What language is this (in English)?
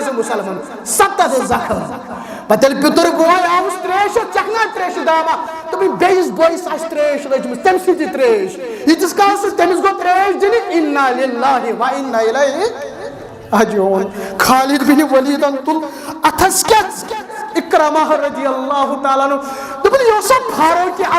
Kashmiri